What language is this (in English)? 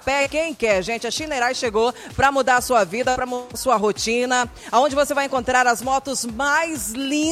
Portuguese